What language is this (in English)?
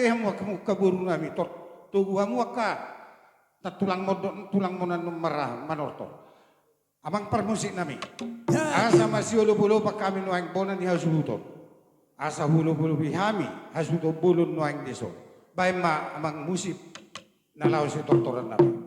Batak Toba